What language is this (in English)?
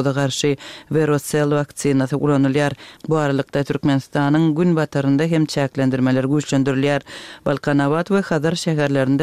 Turkmen